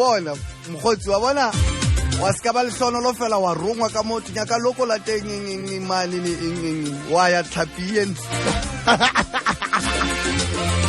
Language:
Southern Sotho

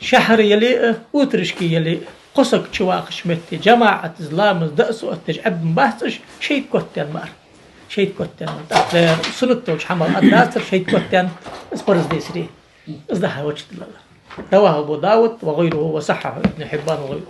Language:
Ingush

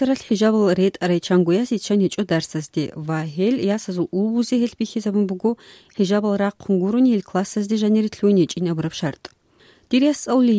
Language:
Avaric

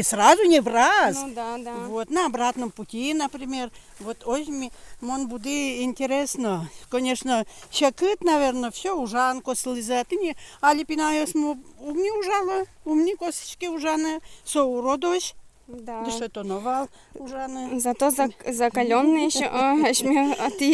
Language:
Udmurt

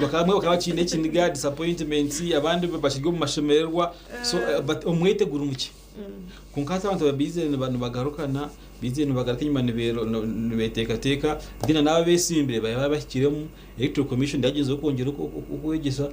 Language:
Nyankole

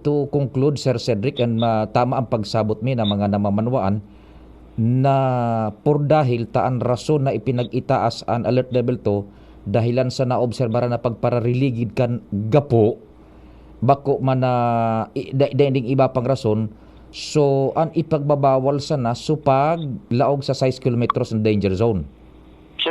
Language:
Bikol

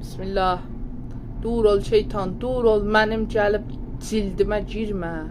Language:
South Azerbaijani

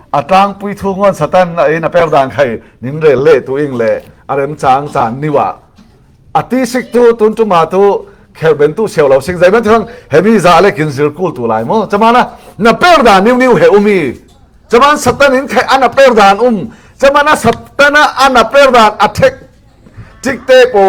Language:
Falam Chin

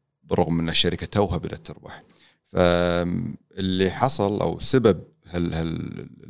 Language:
Gulf Arabic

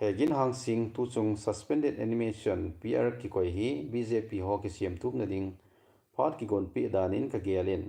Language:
Thado Chin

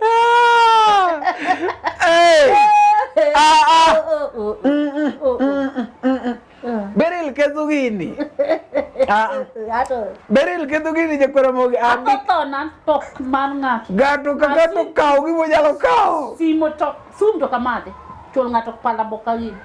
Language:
Luo (Kenya and Tanzania)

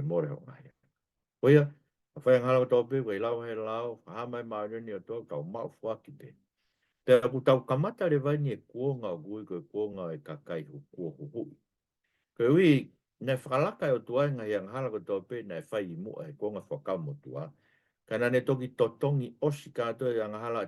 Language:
Tongan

